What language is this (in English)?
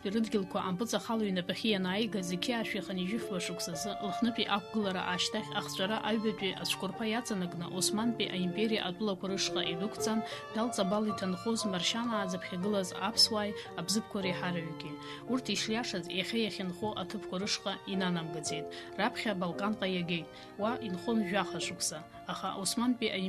Abkhazian